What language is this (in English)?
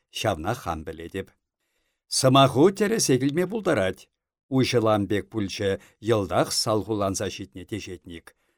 Chuvash